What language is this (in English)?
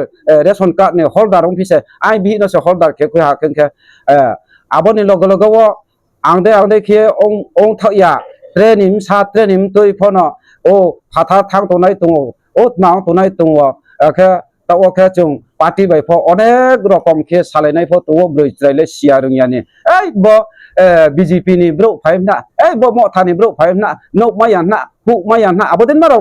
Riang (India)